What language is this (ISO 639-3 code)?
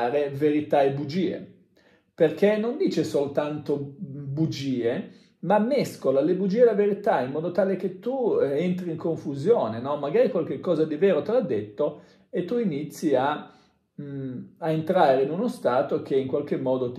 ita